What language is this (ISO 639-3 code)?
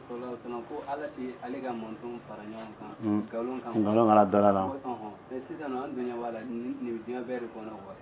dyu